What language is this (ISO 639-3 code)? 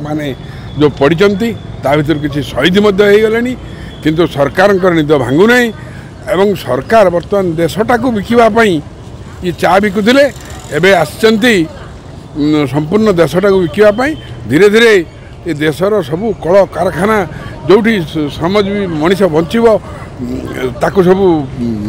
ori